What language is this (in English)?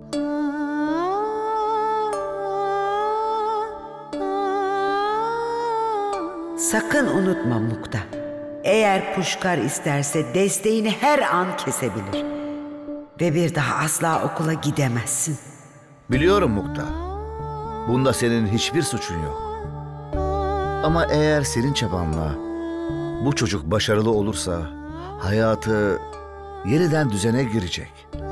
Turkish